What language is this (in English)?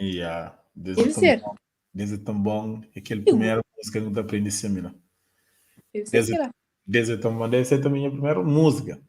Kabuverdianu